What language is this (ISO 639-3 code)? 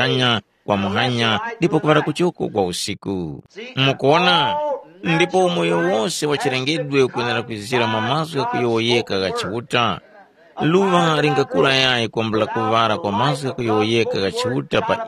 tum